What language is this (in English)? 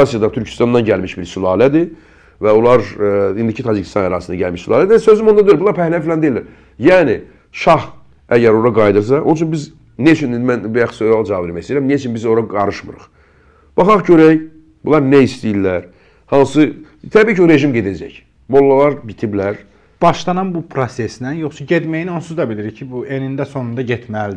Azerbaijani